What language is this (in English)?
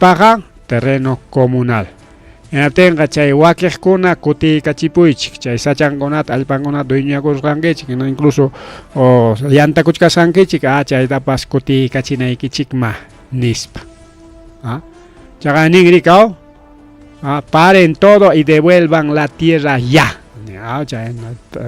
Ayacucho Quechua